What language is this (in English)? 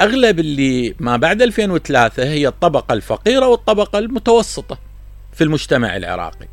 Mesopotamian Arabic